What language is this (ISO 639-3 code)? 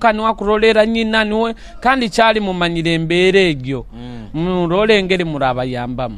nyo